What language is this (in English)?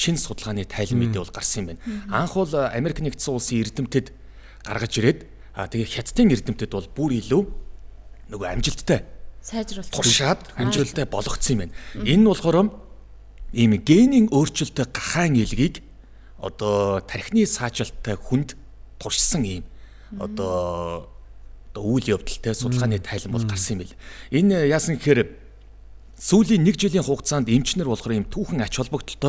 Mongolian